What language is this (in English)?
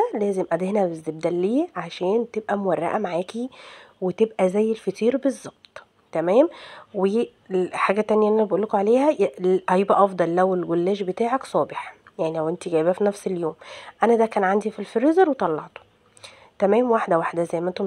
Egyptian Arabic